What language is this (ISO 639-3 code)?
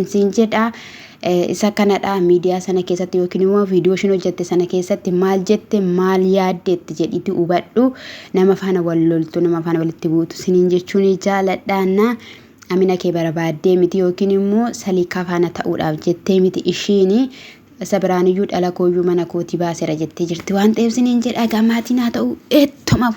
orm